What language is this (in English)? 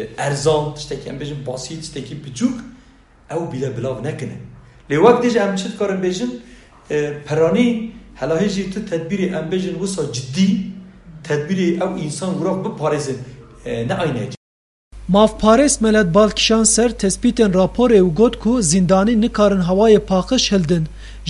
Kurdish